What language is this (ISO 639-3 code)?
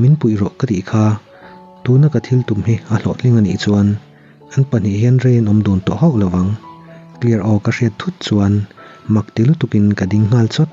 lus